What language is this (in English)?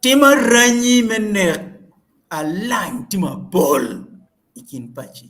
Acoli